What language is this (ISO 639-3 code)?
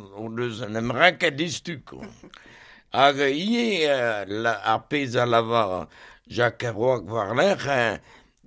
bre